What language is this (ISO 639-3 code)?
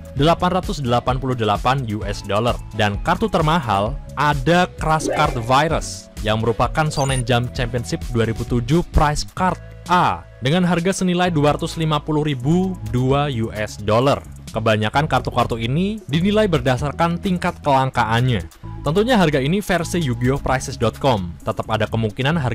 ind